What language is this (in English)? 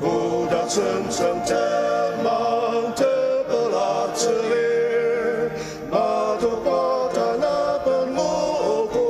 Ao Naga